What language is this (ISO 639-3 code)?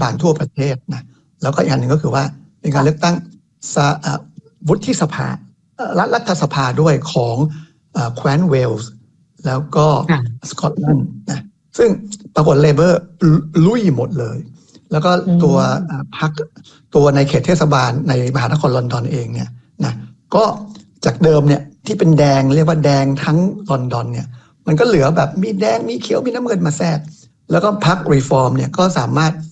tha